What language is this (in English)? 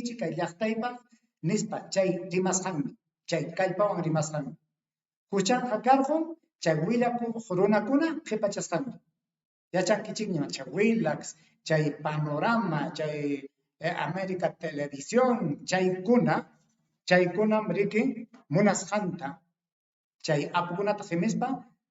Ayacucho Quechua